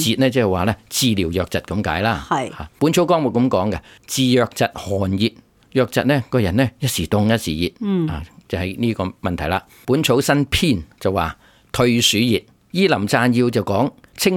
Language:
Cantonese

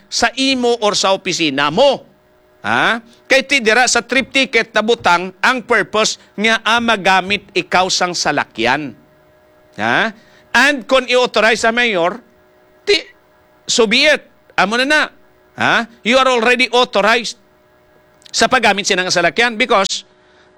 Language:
Hiligaynon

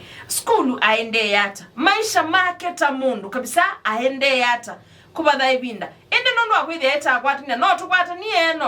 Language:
Kamba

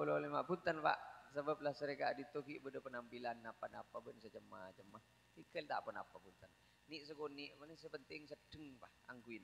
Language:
Madurese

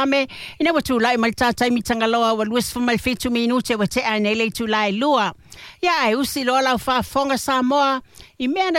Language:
Samoan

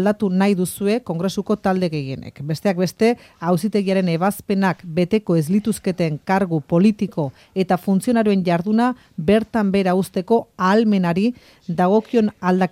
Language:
Basque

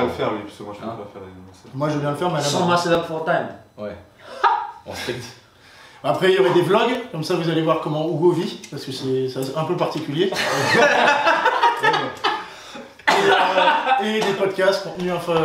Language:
French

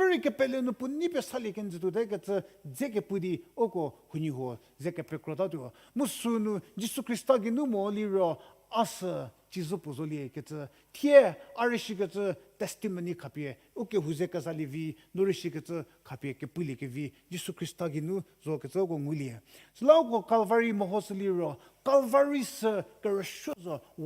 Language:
Angami Naga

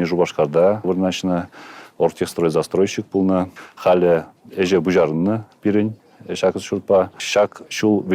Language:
Chuvash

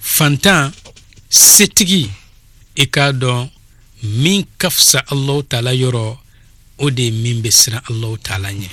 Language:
Bambara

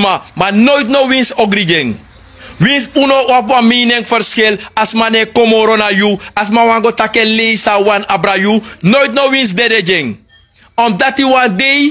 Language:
Sranan Tongo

